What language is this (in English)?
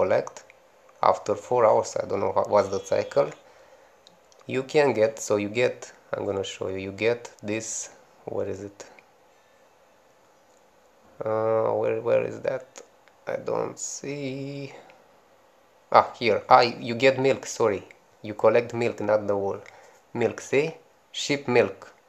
English